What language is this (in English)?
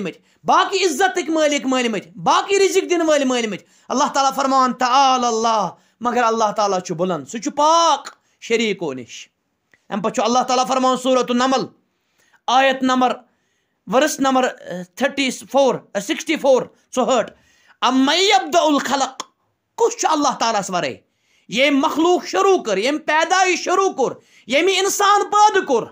Kashmiri